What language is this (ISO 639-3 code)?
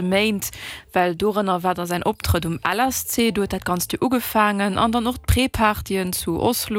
ltz